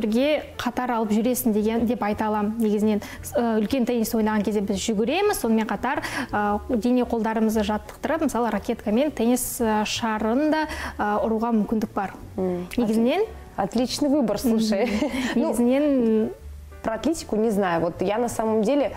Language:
Kazakh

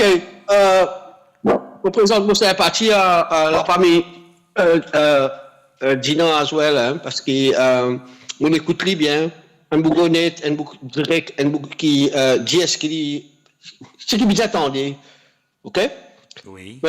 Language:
Morisyen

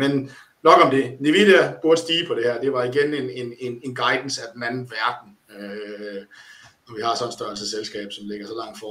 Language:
Danish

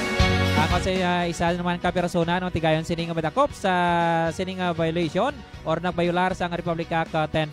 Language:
Hiligaynon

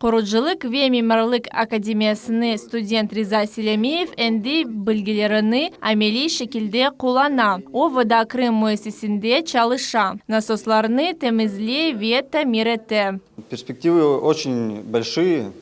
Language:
Crimean Tatar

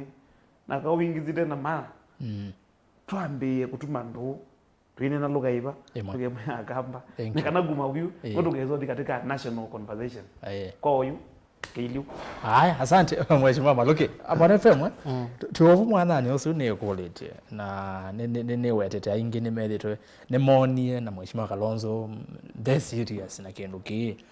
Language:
Kamba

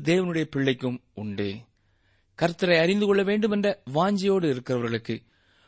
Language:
Tamil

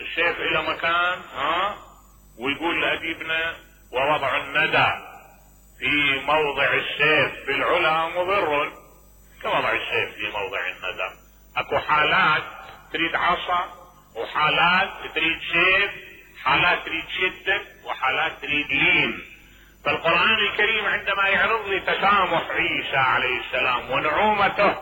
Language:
Mesopotamian Arabic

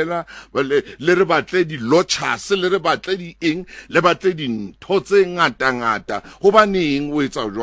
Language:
Southern Sotho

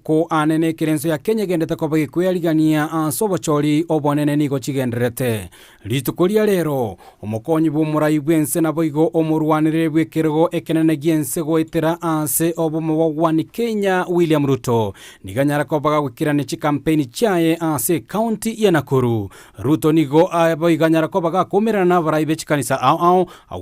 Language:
Gusii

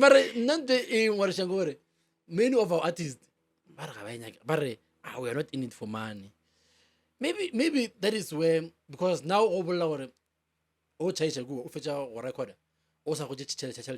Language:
Northern Sotho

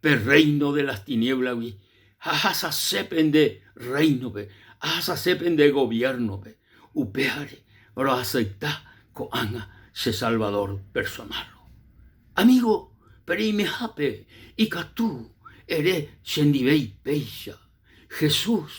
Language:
Guarani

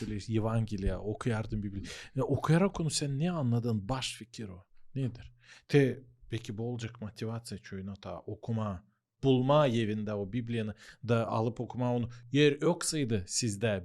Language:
Gagauz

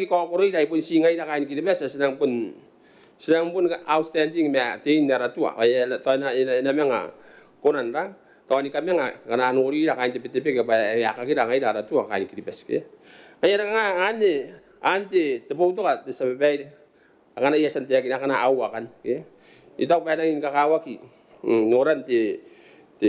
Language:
Gilbertese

